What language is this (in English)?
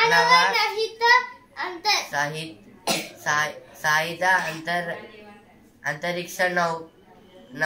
Telugu